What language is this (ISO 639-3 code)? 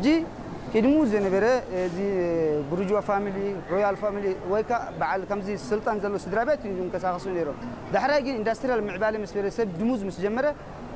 tir